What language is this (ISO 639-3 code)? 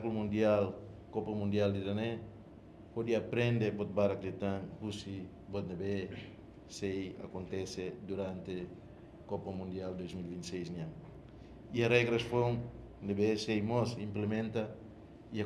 tet